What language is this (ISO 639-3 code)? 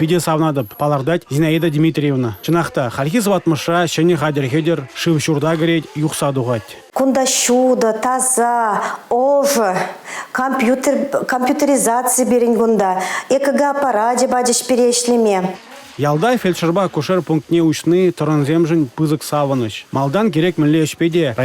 chv